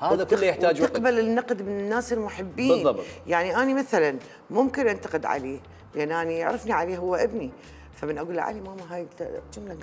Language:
Mesopotamian Arabic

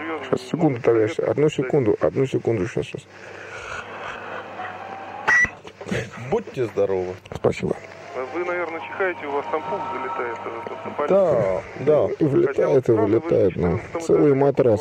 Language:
Russian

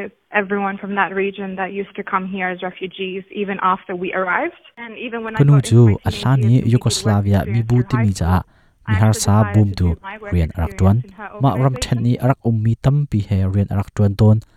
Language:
Hakha Chin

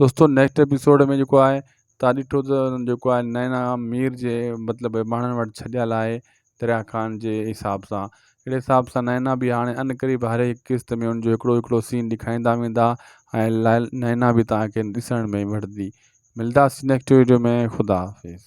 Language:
Sindhi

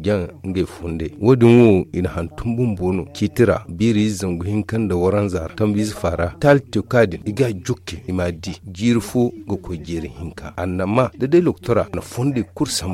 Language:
Zarma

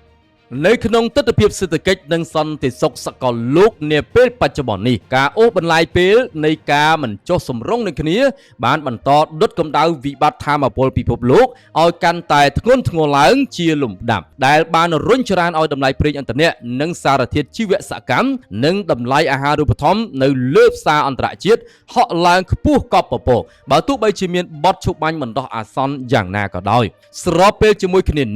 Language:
Khmer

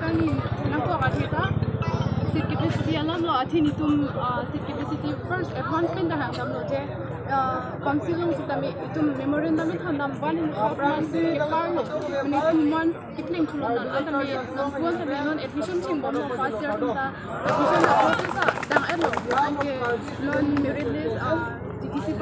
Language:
Karbi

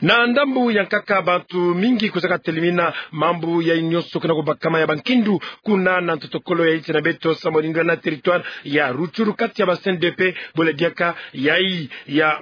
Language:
Kituba (Democratic Republic of Congo)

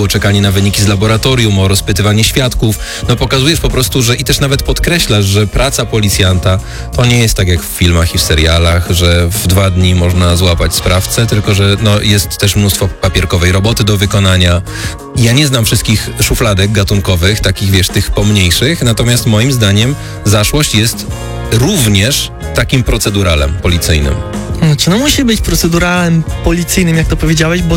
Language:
Polish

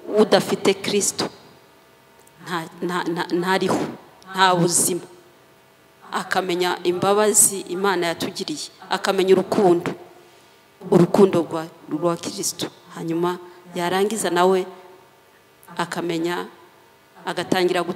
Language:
Kinyarwanda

